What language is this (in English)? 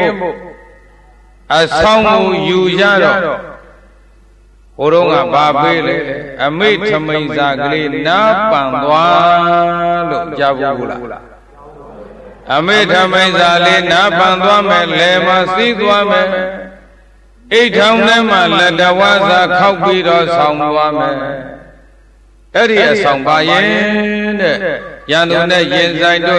Burmese